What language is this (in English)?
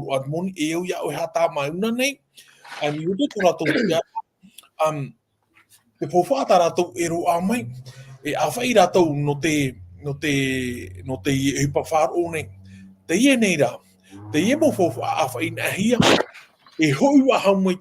Tahitian